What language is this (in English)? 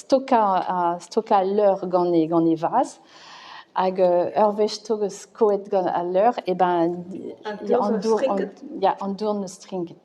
Breton